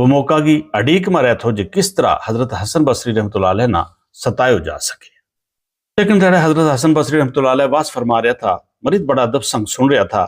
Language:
Gujari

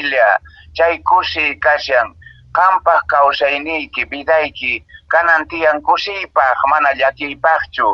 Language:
Quechua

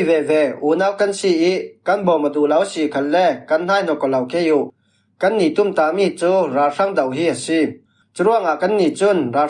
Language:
Falam Chin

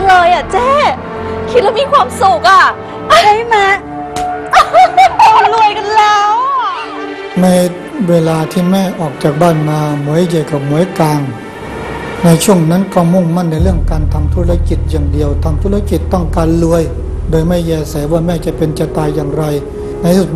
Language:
Thai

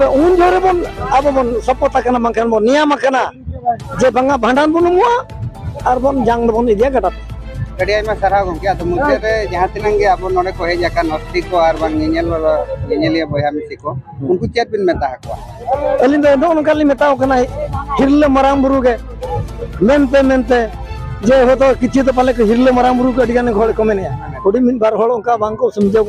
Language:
Santali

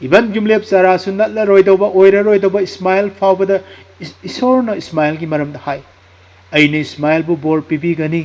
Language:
Manipuri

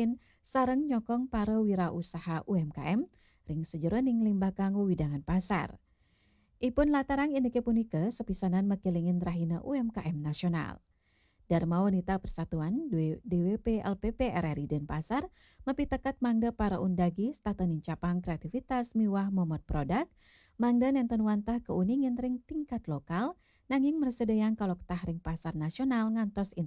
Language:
Balinese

